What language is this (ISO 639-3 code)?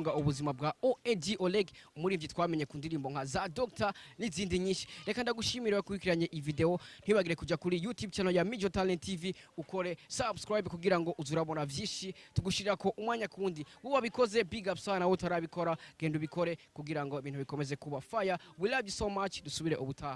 run